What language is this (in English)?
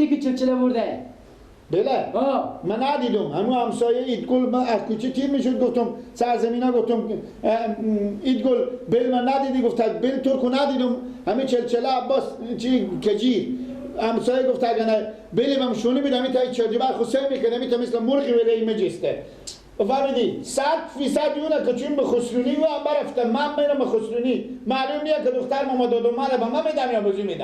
Persian